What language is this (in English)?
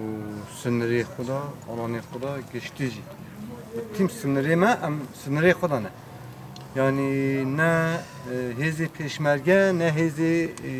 Kurdish